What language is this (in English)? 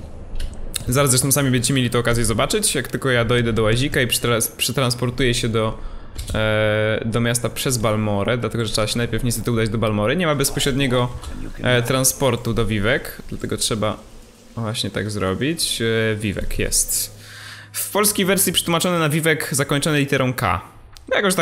Polish